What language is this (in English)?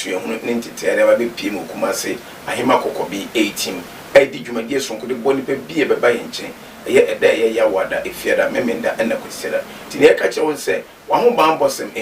Akan